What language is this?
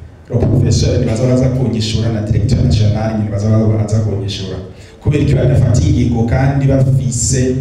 Rundi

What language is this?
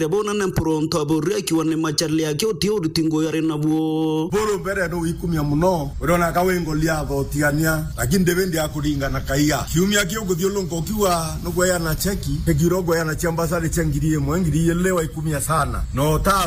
Meru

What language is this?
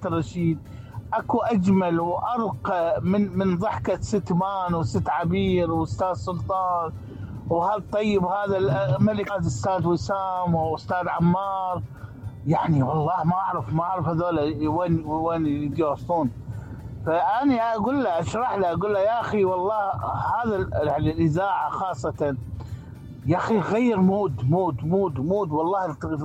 Mesopotamian Arabic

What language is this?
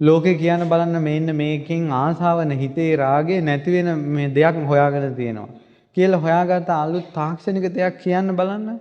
Sinhala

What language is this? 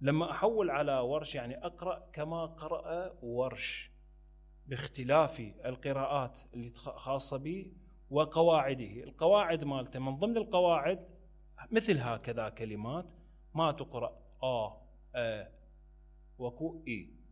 Mesopotamian Arabic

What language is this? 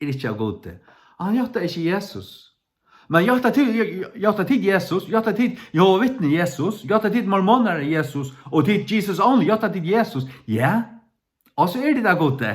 Faroese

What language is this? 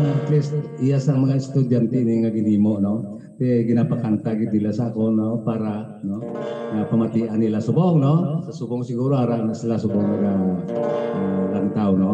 Hiligaynon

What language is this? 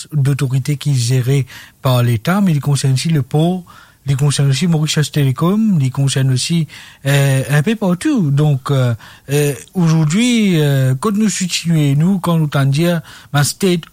Morisyen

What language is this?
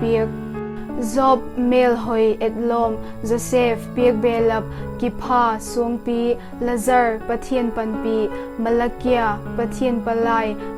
Vaiphei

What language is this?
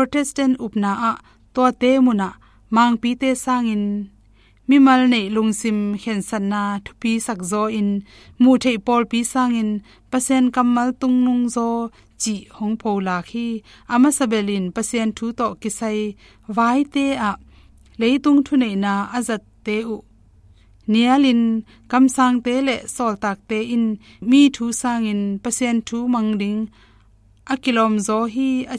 Tedim Chin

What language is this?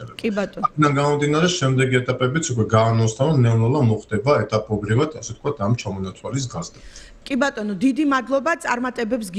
Georgian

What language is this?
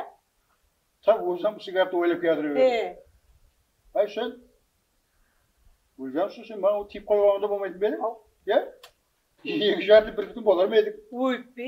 Kara-Kalpak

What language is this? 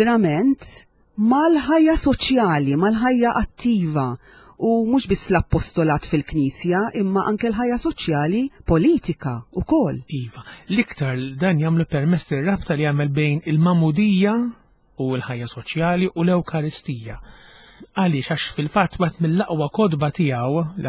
Maltese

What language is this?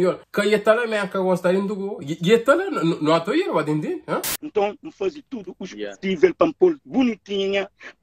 Kabuverdianu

